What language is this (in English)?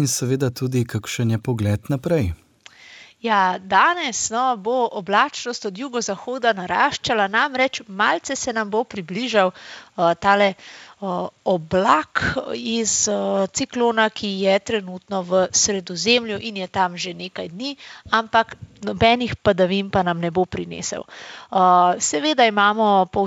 Slovenian